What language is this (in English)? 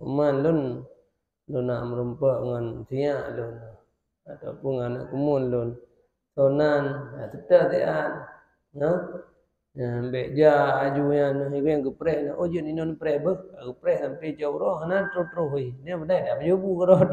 Achinese